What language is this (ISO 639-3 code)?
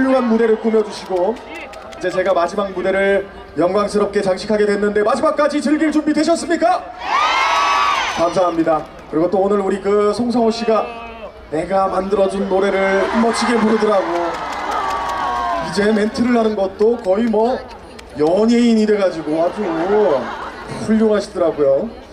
kor